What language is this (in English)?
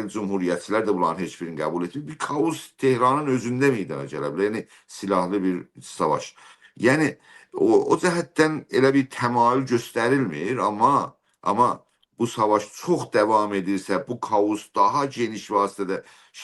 South Azerbaijani